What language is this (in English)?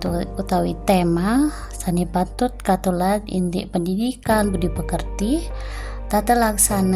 Balinese